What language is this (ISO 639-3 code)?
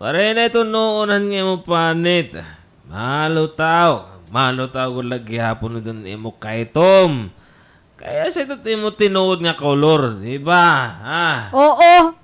war